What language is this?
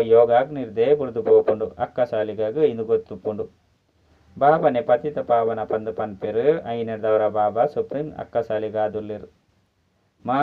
Tulu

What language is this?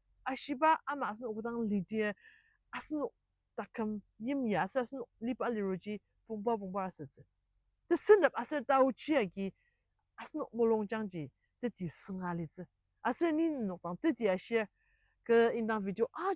Ao Naga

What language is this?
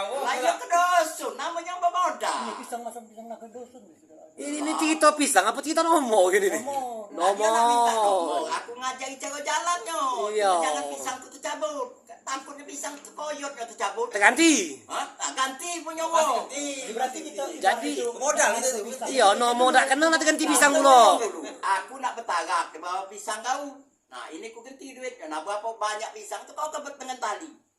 Musi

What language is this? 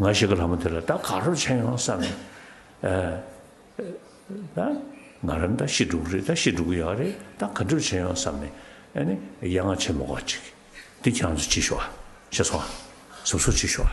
Tibetan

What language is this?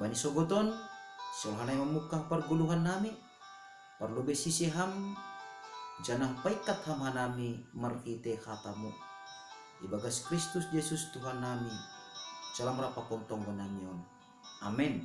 Batak Simalungun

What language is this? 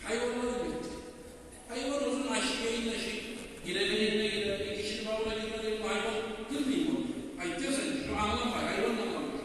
Kumyk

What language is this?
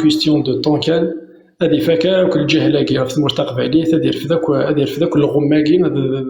Kabyle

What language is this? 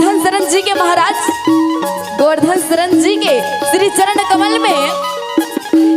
Chhattisgarhi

